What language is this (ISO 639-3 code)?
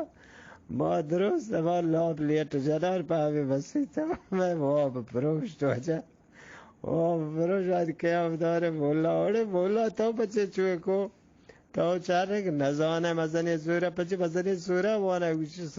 bgp